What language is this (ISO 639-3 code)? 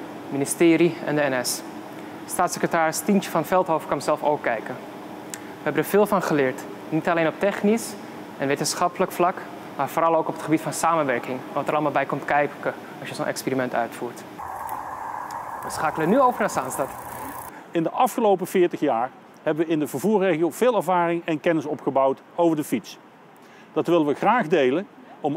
nld